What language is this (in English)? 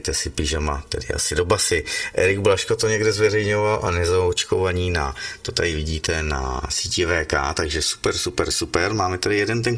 Czech